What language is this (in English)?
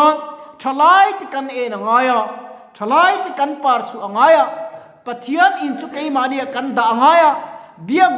Mizo